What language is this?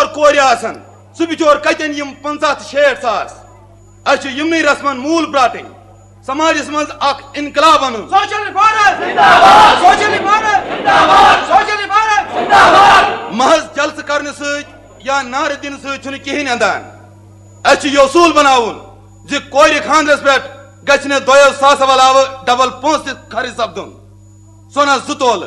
Kashmiri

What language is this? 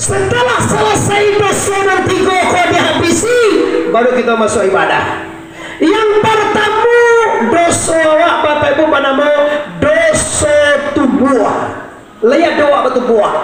Minangkabau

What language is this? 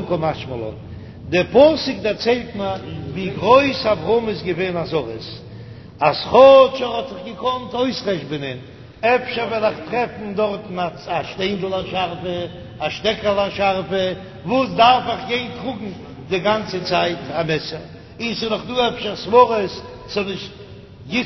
Yiddish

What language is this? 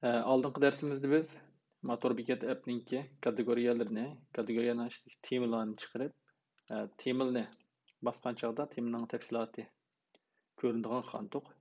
Uyghur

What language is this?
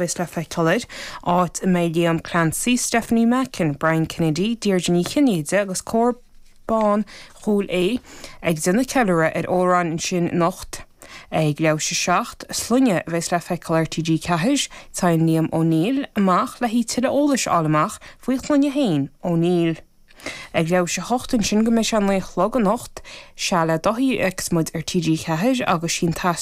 Irish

